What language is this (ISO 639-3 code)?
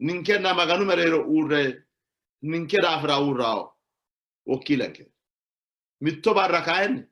sid